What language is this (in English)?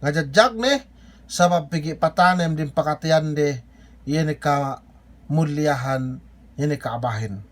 Yakan